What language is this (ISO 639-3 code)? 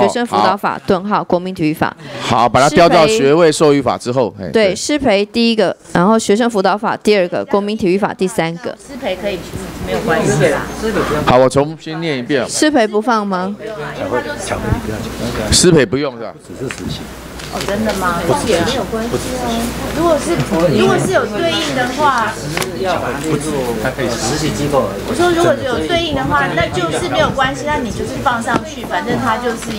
zho